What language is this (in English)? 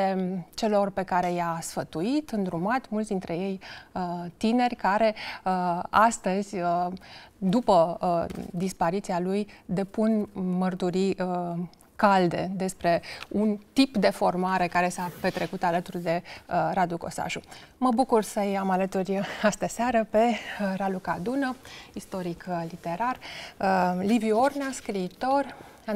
Romanian